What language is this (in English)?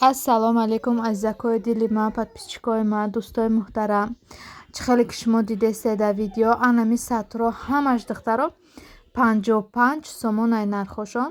Tajik